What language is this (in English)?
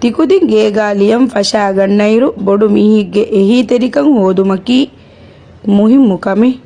Divehi